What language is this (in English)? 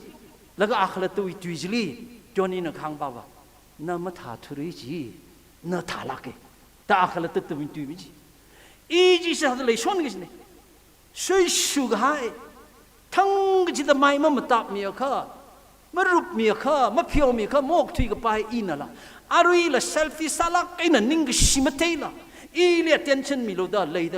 Tangkhul Naga (India)